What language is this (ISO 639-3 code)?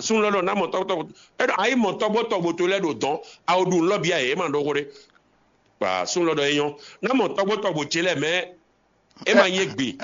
fon